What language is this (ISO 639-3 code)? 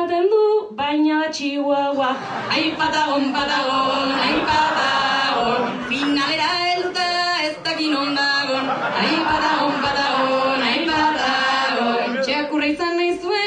eus